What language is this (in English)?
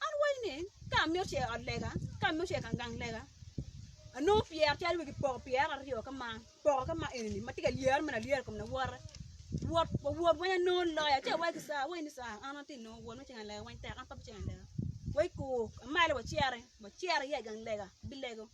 Acoli